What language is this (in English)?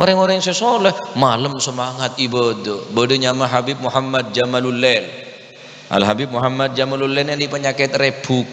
Madurese